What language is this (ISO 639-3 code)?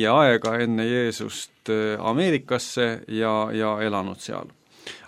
est